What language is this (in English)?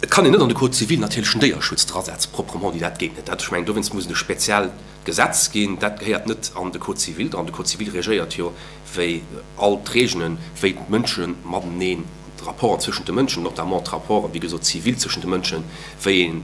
Luxembourgish